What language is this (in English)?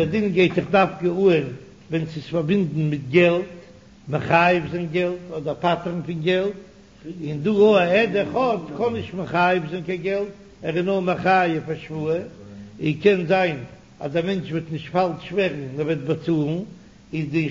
Yiddish